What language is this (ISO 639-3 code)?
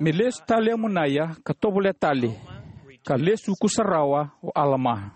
fij